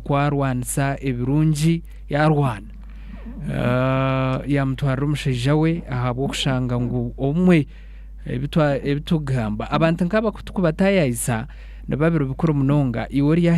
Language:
Nyankole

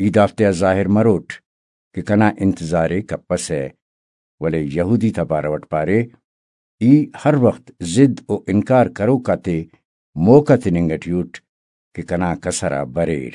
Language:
Brahui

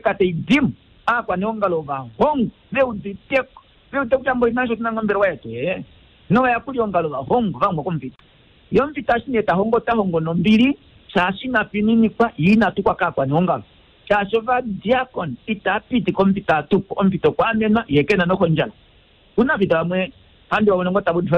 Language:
Kuanyama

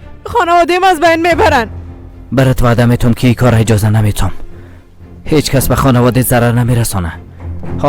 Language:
Persian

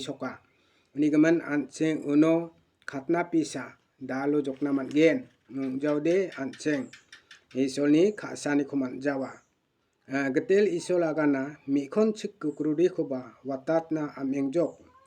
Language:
Garo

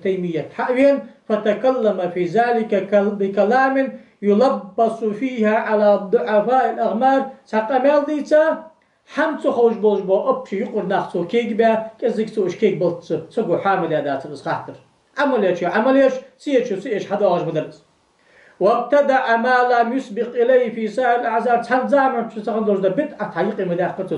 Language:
Ingush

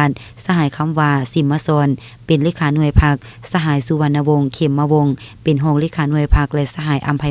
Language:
Lao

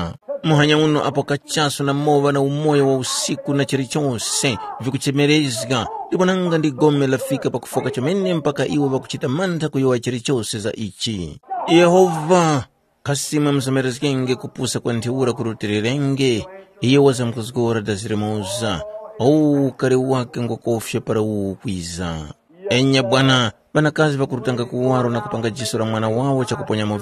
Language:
Tumbuka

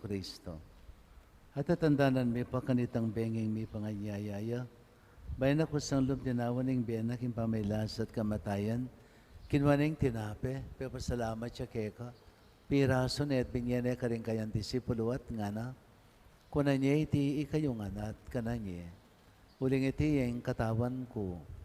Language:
Pampanga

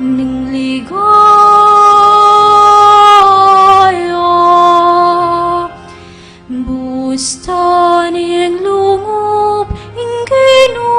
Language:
Pampanga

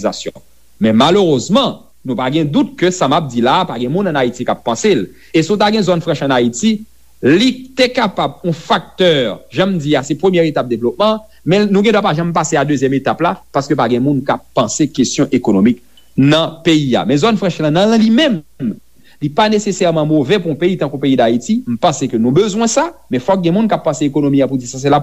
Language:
Haitian Creole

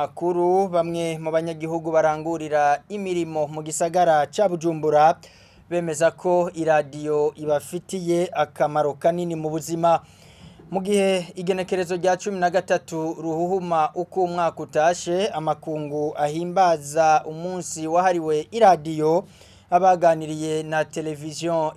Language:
Rundi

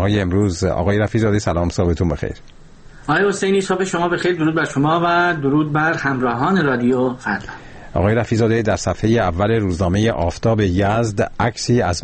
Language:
Persian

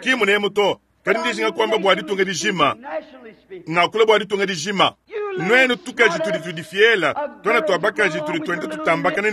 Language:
Luba-Lulua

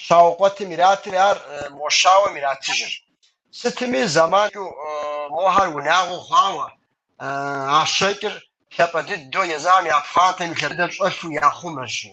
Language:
Kabardian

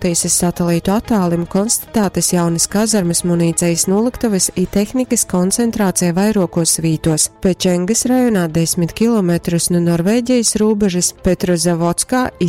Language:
Latgalian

